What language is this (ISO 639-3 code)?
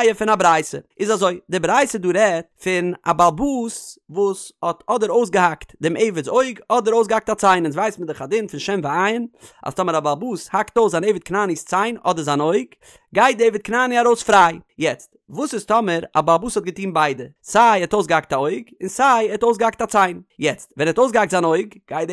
yid